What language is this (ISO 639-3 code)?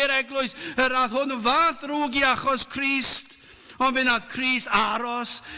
cym